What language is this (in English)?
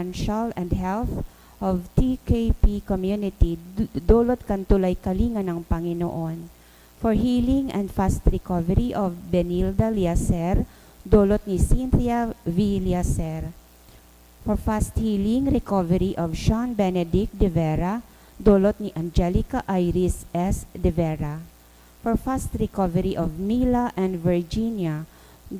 Bikol